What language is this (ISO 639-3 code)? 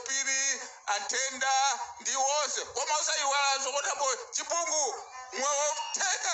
nya